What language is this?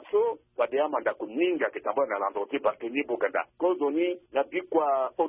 Sango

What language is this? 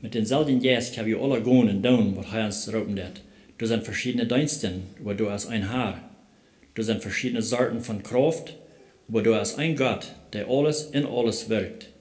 Plautdietsch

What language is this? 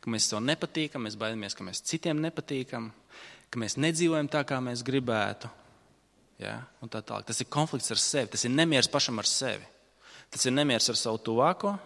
Latvian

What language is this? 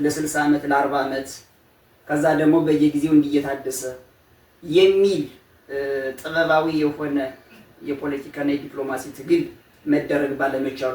Amharic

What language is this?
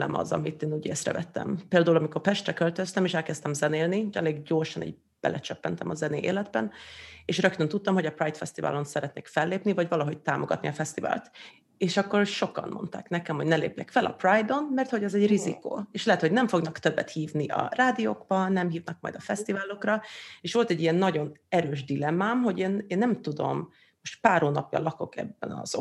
Hungarian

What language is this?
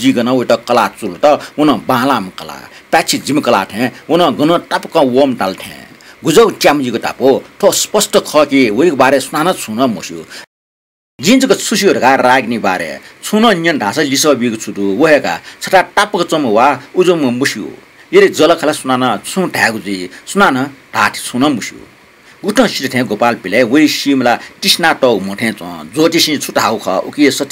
Newari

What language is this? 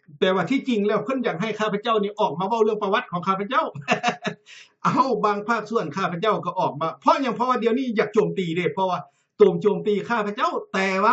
Lao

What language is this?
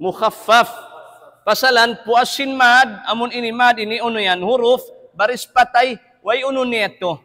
Tausug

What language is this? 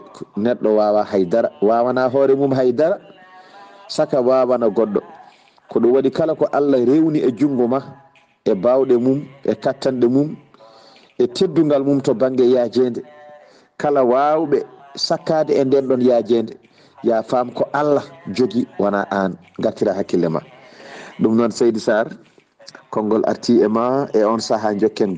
Fula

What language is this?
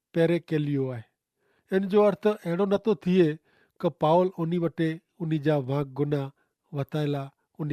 Kachhi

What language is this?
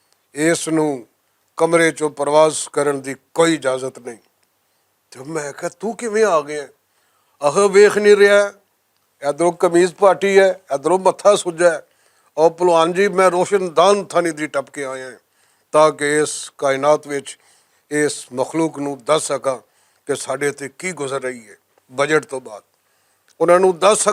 Western Panjabi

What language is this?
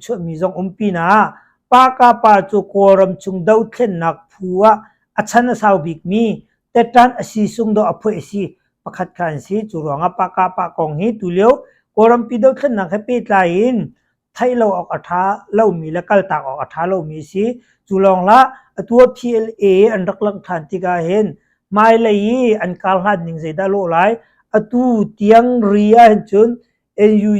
Hakha Chin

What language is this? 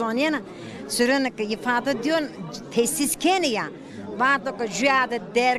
Zaza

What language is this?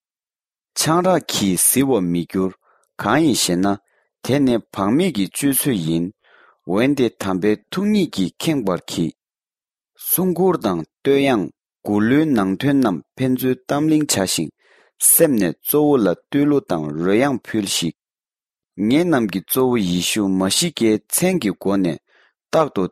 Tibetan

